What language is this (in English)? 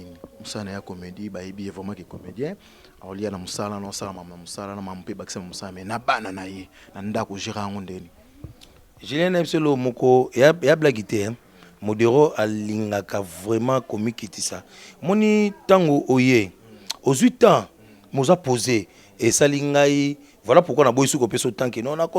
Lingala